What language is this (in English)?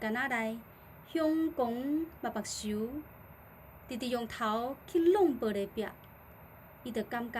Min Nan Chinese